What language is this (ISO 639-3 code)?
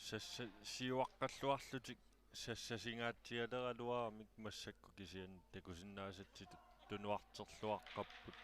kal